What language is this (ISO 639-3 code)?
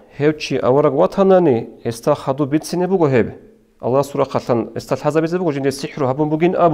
ava